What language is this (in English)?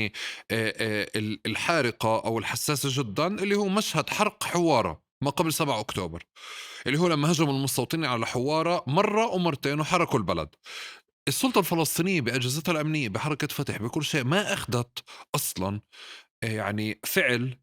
North Levantine Arabic